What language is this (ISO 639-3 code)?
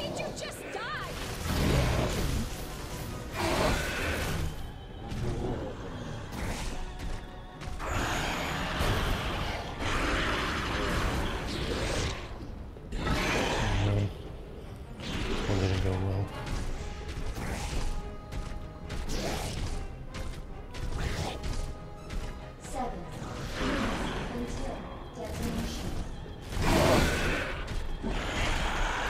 eng